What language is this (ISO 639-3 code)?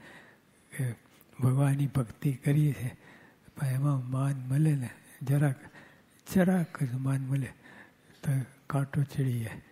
guj